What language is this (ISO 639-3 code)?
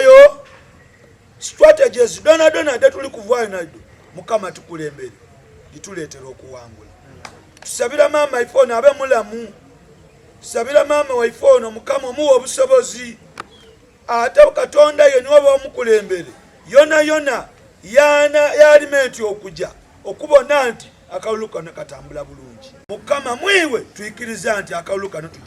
xog